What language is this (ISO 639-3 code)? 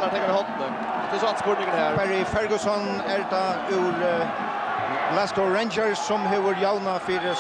fao